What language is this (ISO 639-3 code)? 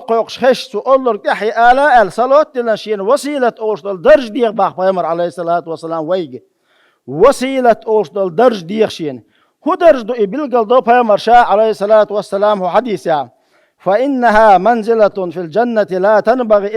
che